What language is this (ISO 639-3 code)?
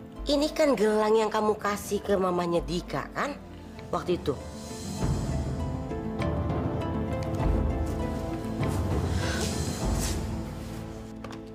ind